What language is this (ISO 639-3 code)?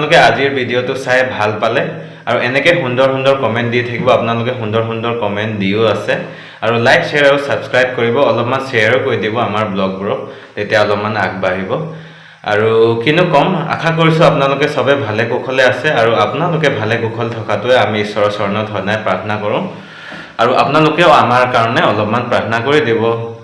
asm